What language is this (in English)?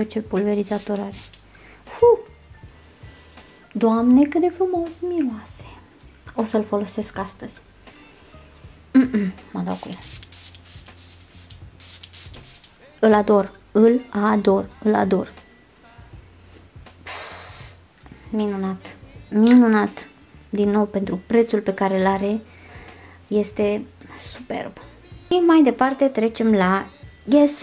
Romanian